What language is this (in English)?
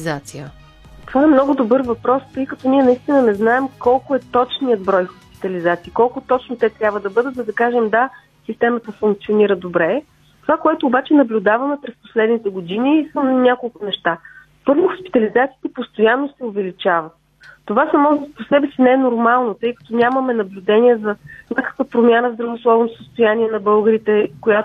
Bulgarian